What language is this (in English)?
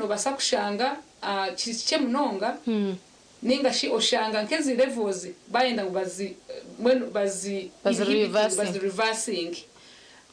Nyankole